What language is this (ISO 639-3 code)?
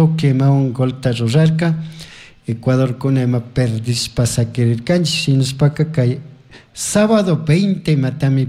qug